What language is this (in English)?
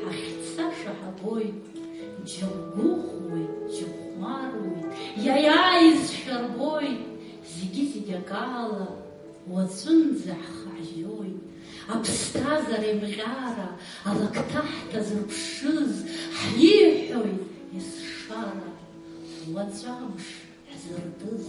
Abkhazian